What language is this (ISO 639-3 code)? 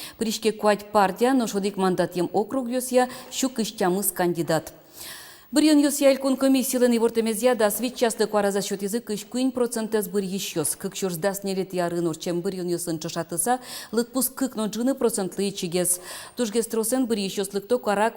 udm